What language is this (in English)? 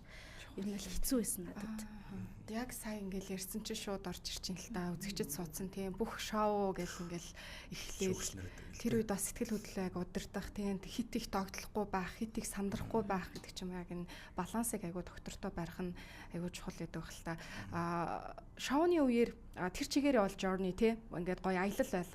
Mongolian